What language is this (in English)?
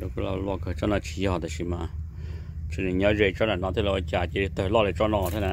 Hmong